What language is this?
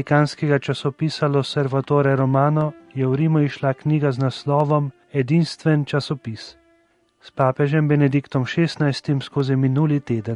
Slovenian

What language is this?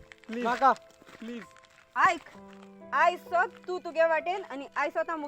Konkani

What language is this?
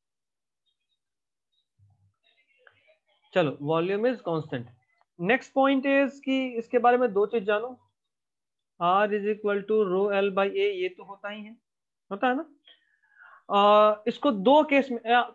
Hindi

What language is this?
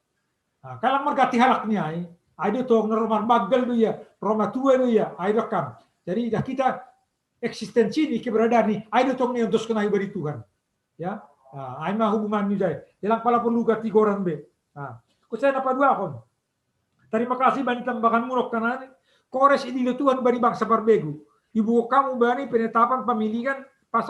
Batak Simalungun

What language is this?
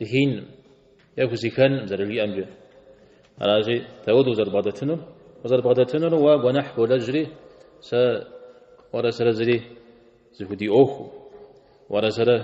Kabardian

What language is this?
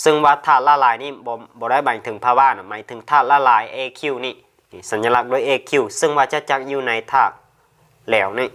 Lao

